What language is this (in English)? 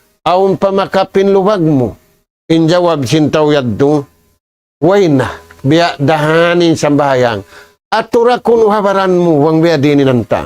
Tausug